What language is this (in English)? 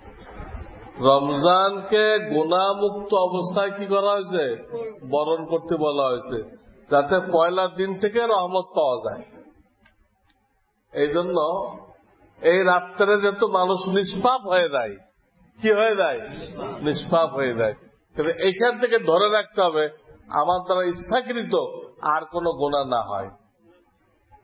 Bangla